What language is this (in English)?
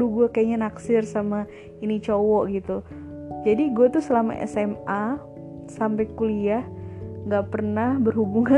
Indonesian